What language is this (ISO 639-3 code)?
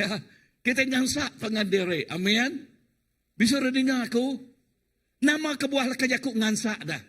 iba